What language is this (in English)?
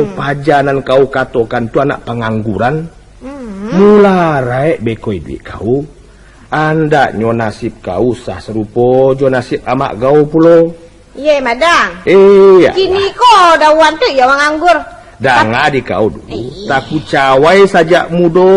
Minangkabau